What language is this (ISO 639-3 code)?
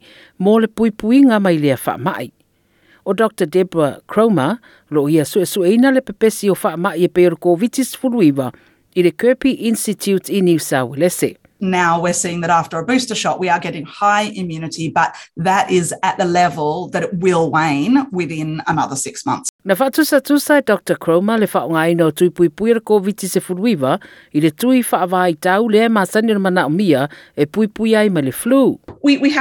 smo